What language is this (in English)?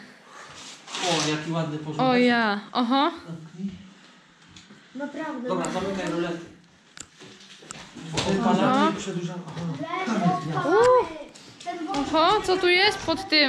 Polish